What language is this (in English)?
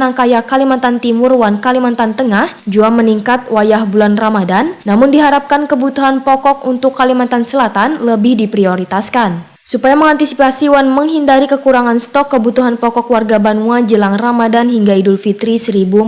Banjar